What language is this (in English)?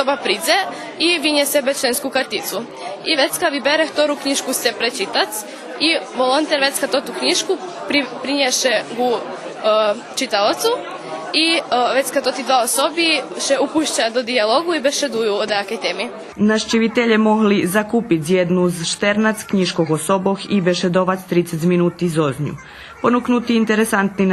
Rusyn